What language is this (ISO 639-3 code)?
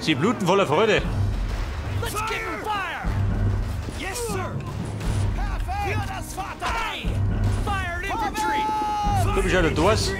bar